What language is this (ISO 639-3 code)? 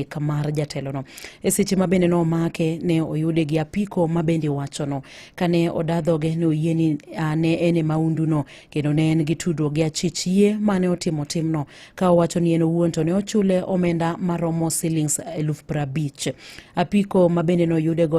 luo